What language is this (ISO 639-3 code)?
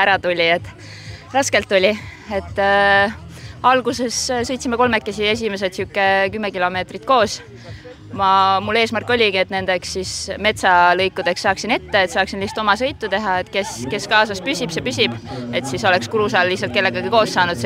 est